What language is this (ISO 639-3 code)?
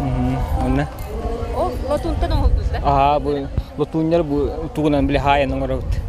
sah